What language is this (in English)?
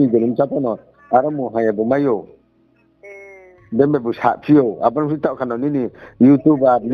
Riang (India)